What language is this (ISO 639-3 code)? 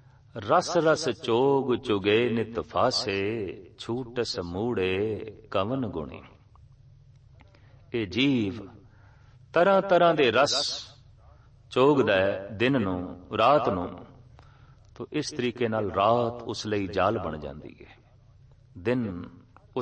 pan